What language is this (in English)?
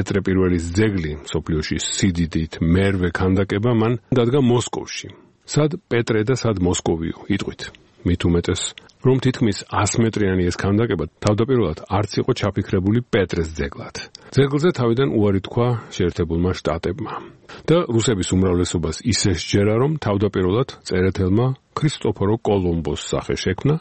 Georgian